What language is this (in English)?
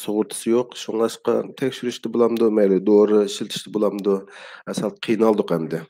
Uyghur